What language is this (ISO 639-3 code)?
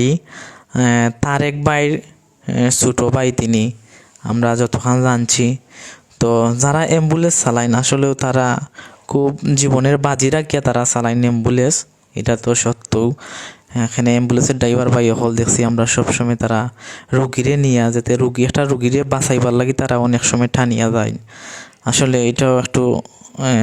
syl